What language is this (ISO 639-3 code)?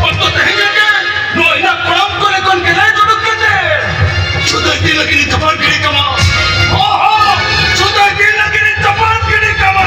sat